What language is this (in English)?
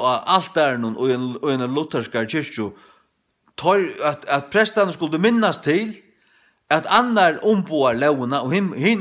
Faroese